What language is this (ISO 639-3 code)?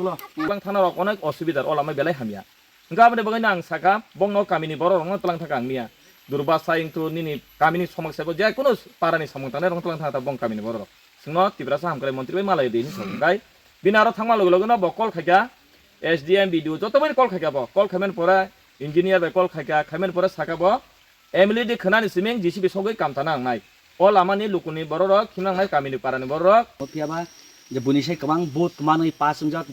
trp